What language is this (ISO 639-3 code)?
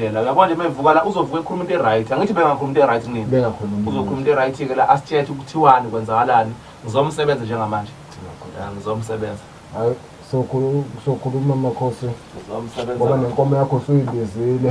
zul